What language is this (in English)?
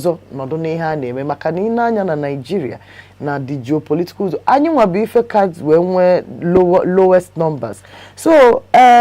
Igbo